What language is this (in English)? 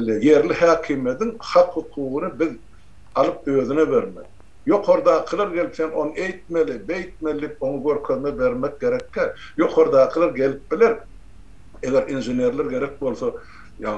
Turkmen